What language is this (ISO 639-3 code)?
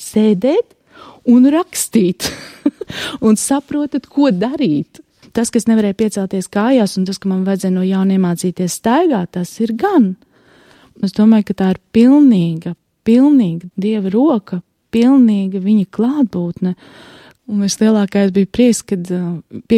lav